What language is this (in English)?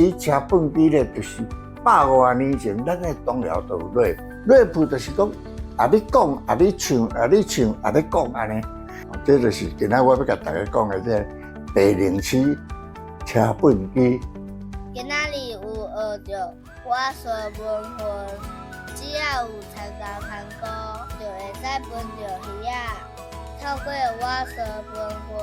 Min Nan Chinese